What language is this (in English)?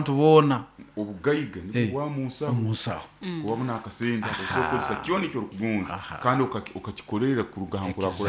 Nyoro